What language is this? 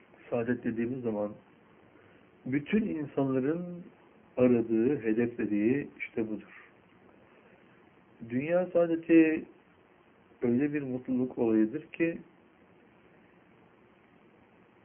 Turkish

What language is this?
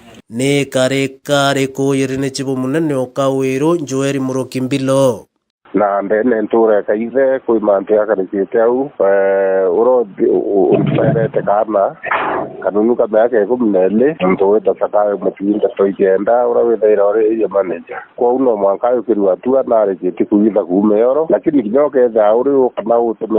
Meru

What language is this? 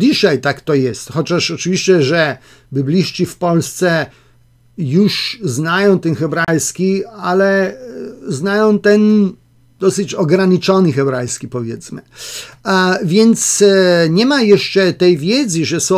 Polish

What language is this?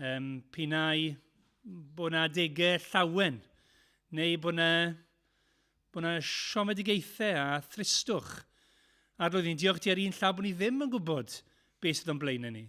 Welsh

